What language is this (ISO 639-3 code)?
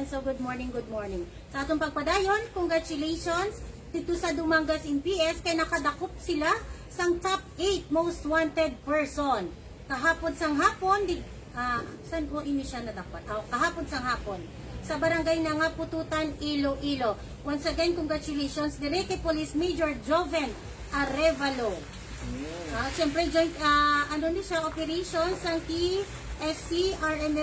hil